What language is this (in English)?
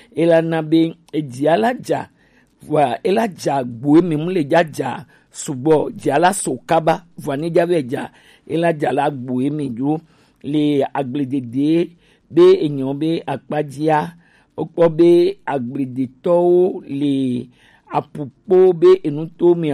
Gen